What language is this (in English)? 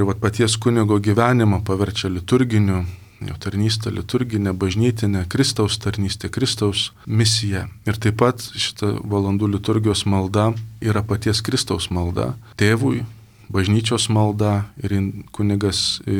Lithuanian